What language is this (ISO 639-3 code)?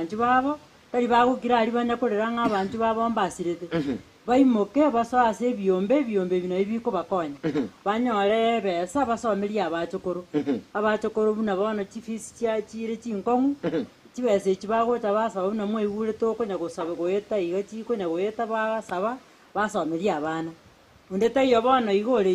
guz